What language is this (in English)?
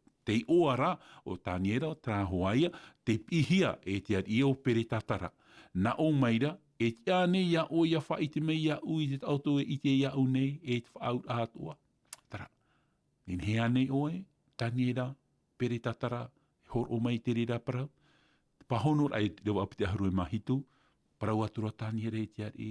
Tahitian